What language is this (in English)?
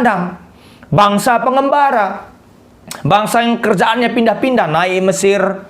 Batak Karo